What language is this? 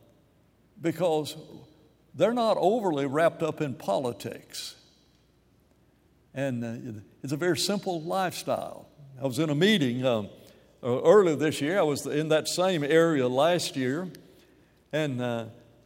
English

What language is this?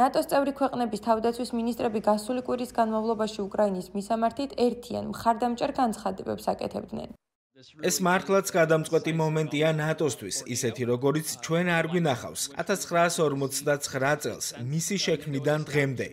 Georgian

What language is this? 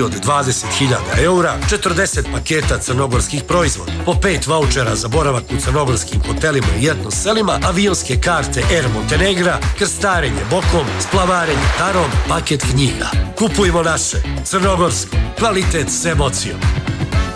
Serbian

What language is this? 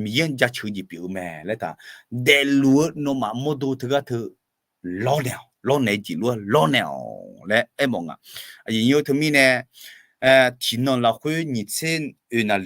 Akha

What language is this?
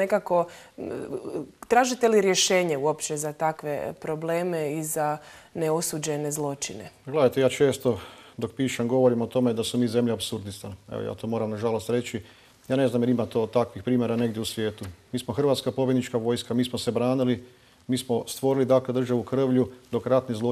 Croatian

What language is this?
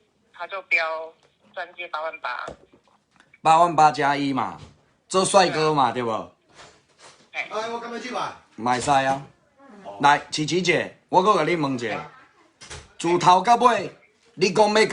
Min Nan Chinese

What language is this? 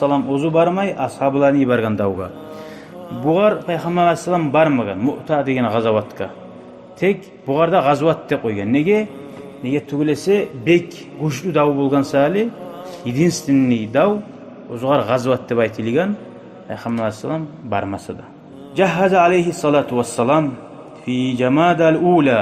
Kumyk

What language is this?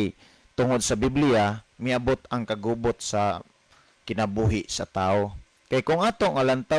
Cebuano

